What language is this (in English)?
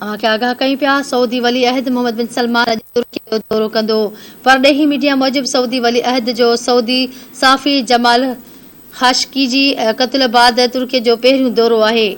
Sindhi